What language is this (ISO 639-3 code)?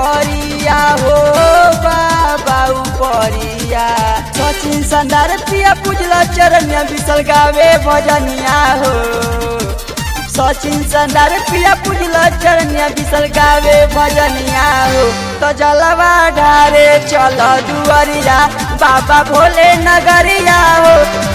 bho